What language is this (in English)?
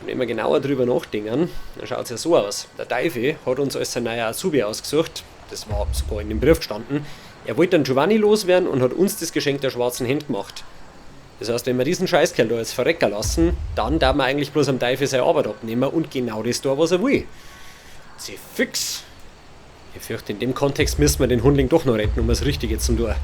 Bavarian